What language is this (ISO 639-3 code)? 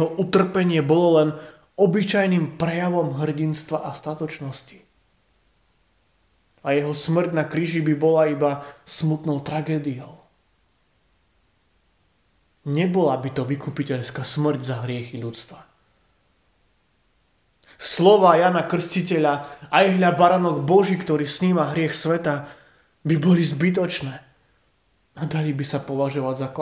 slk